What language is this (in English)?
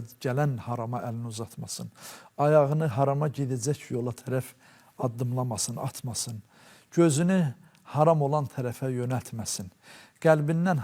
Azerbaijani